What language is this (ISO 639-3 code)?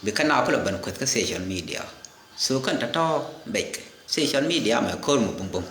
nus